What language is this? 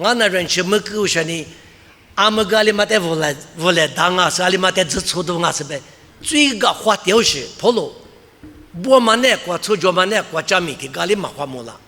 Lisu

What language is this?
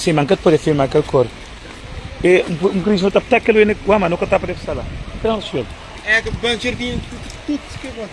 Kabuverdianu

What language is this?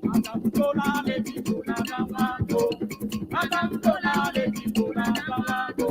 Ewe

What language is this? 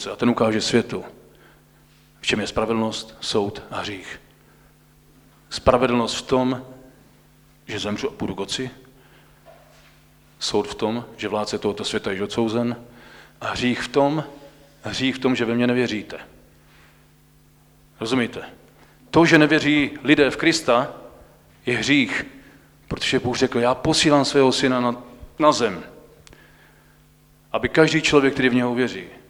Czech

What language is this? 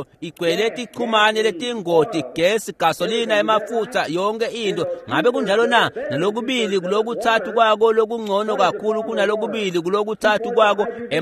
Swati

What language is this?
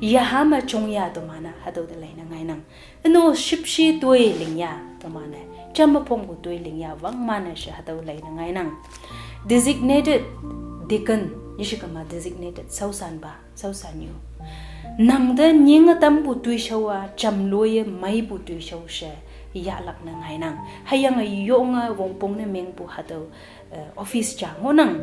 Konyak Naga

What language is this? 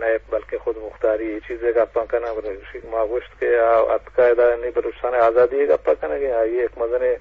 Eastern Balochi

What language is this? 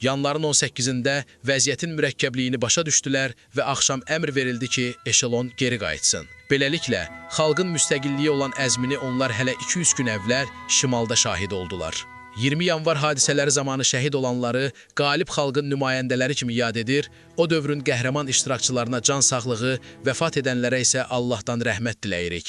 Azerbaijani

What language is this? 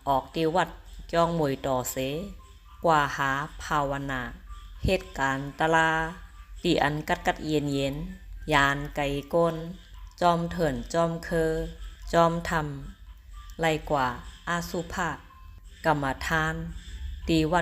Shan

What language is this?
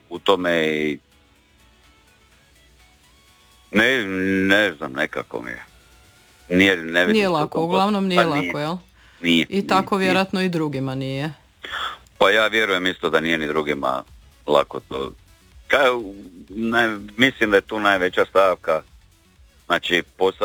Croatian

